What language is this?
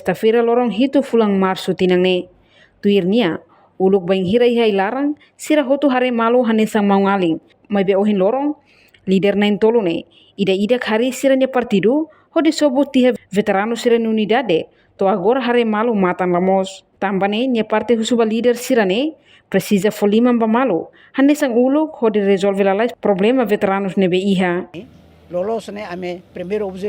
Tetum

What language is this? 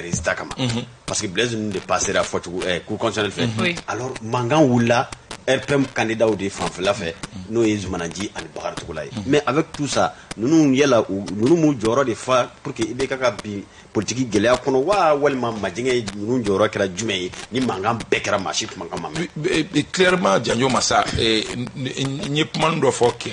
Bambara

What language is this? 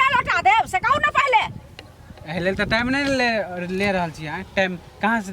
Maithili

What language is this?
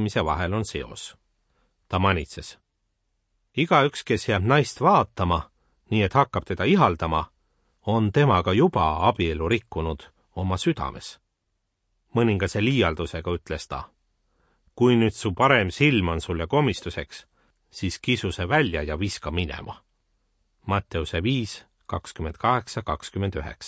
Estonian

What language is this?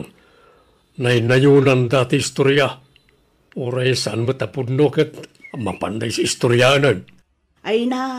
Iloko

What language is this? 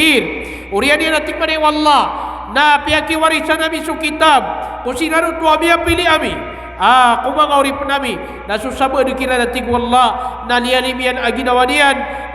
Maranao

